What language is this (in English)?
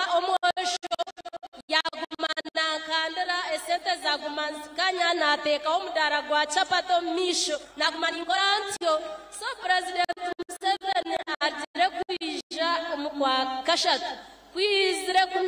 Nyankole